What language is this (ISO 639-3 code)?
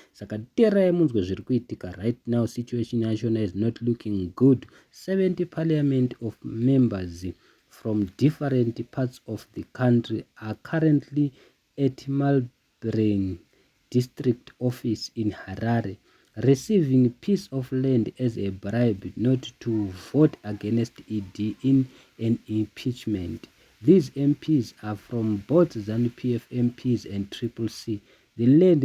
sna